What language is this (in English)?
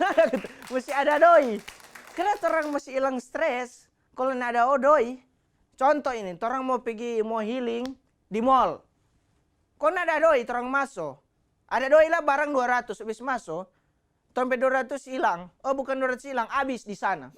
Manado Malay